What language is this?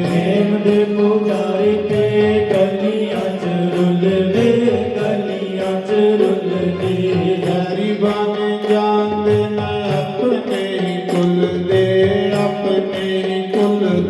Dogri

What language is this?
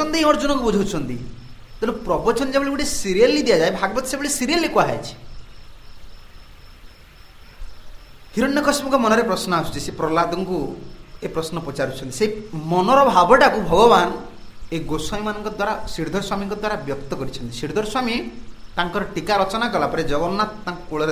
Odia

